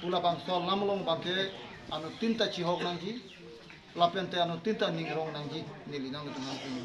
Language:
Karbi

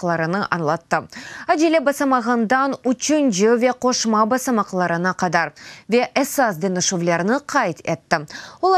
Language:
Crimean Tatar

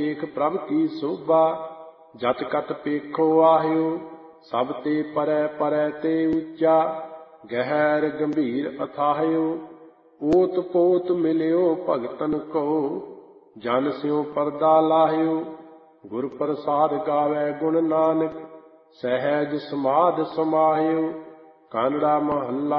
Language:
Punjabi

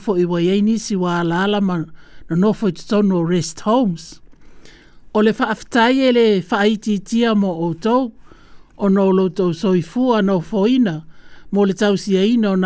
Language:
Samoan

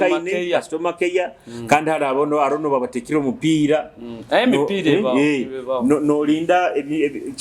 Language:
Nyoro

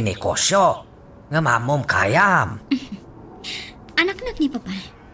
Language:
Iloko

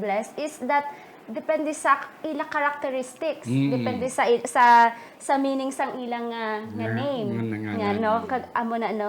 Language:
Hiligaynon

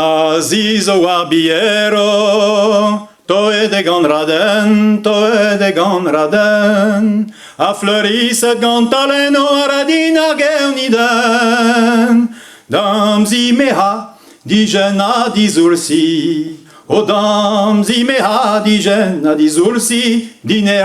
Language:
Breton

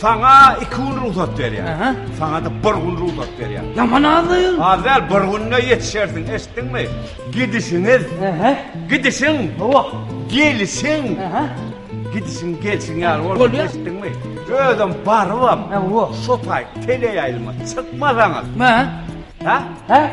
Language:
Turkmen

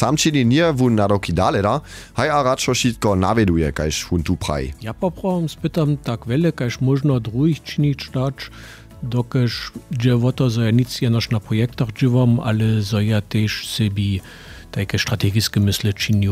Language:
Upper Sorbian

